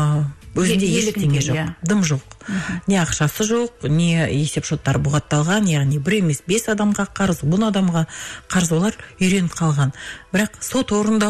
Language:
Kazakh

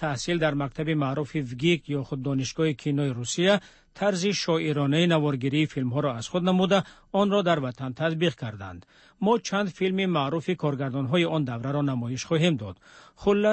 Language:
Persian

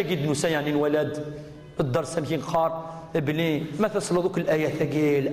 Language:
Kabyle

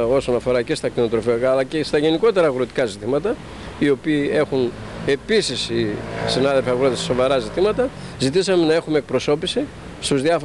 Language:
Greek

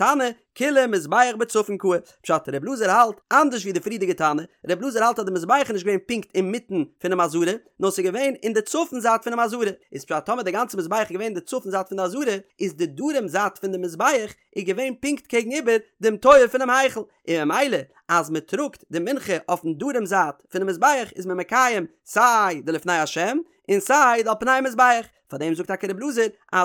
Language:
Yiddish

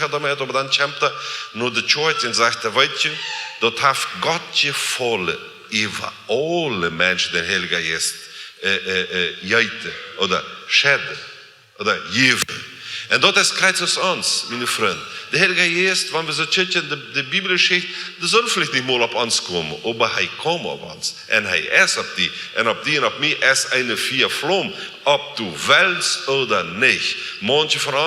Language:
Plautdietsch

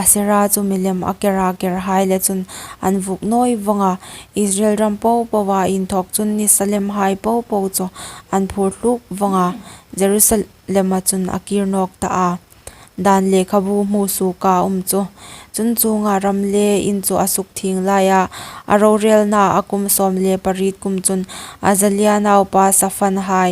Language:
Hmar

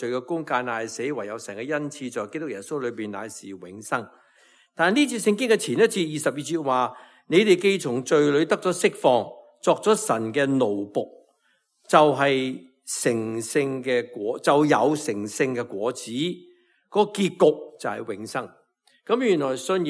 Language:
Cantonese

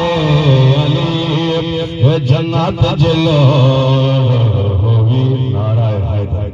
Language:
Saraiki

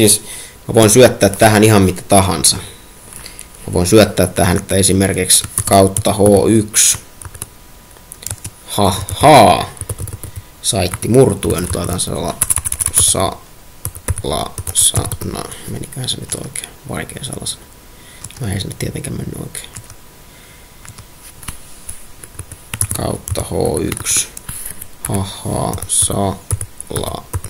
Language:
Finnish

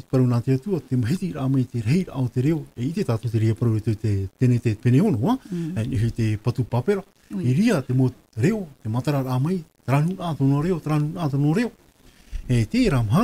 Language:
Tahitian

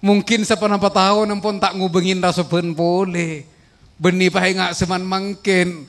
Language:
Madurese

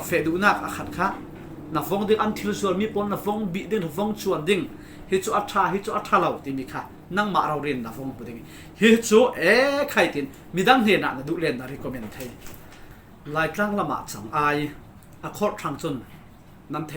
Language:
Falam Chin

